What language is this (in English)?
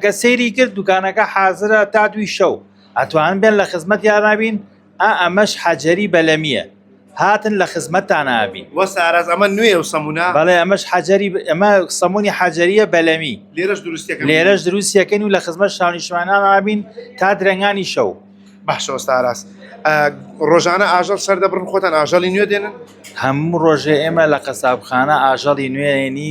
Central Kurdish